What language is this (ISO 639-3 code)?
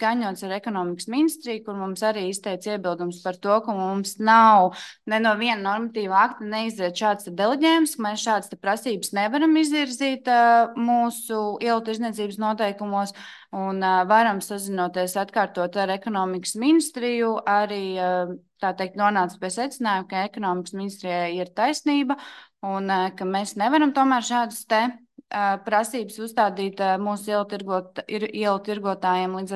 lav